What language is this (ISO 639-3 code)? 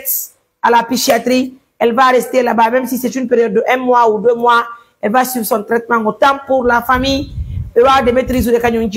fuf